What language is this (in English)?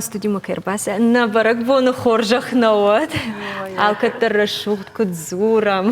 Ossetic